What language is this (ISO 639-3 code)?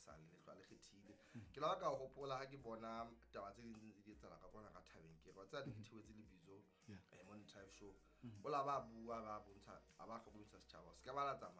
sot